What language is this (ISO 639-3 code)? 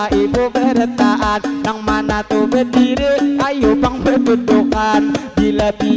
bjn